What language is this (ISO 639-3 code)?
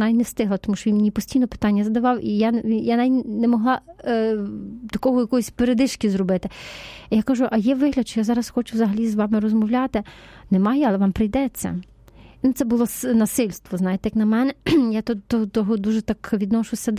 ukr